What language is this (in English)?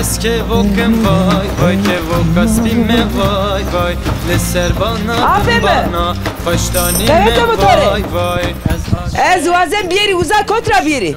Zaza